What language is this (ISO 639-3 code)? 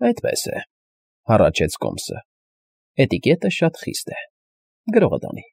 hye